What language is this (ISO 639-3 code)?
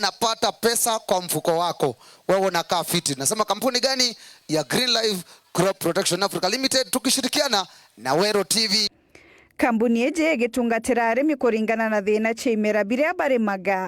mer